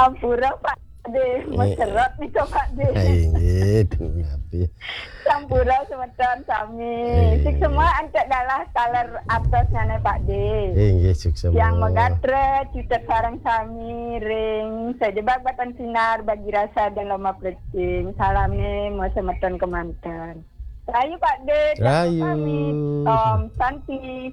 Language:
Balinese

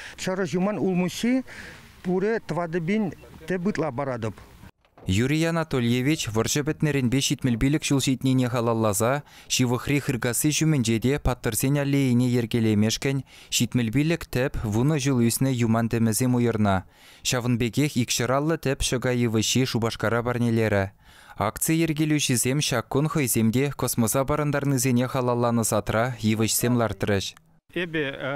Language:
Chuvash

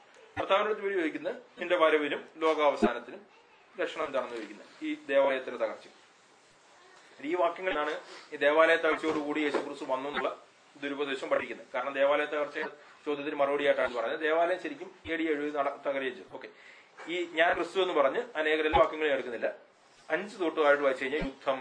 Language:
Malayalam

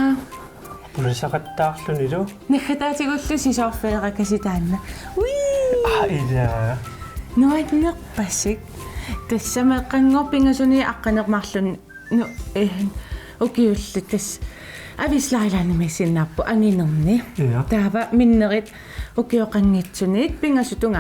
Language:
Kalaallisut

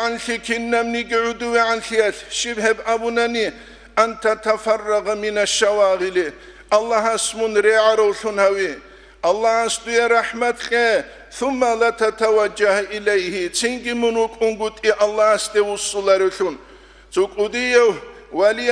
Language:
Avaric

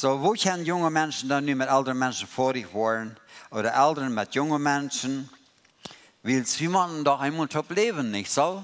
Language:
Plautdietsch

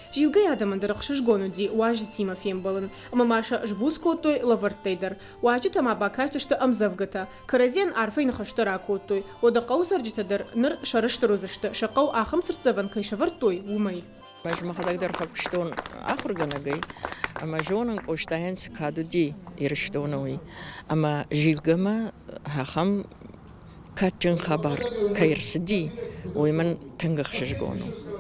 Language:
Ossetic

